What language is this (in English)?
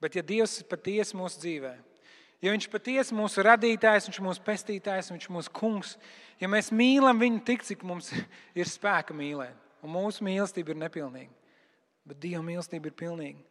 Latvian